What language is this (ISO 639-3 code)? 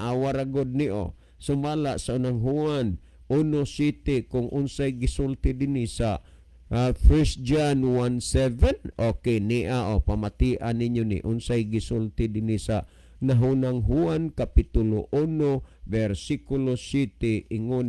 ceb